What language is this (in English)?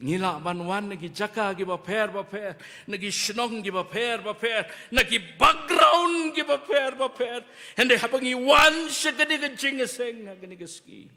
Khasi